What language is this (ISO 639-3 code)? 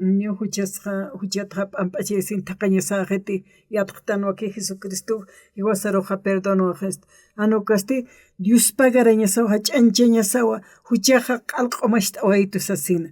aym